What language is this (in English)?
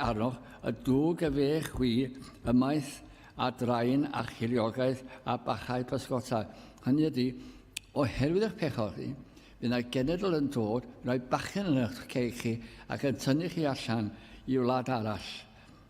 Welsh